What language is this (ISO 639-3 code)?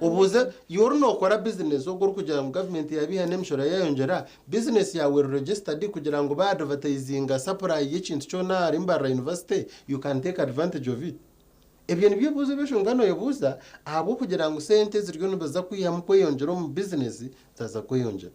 nyn